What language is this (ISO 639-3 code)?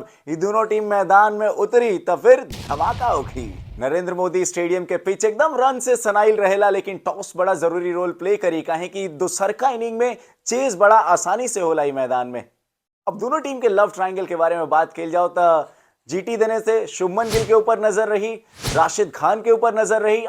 bho